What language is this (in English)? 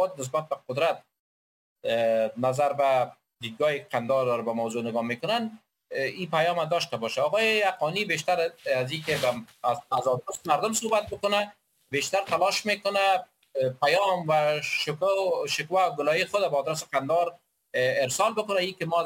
Persian